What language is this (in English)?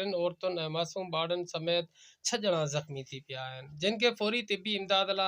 Sindhi